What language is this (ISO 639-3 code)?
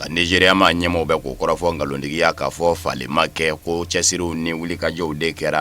bam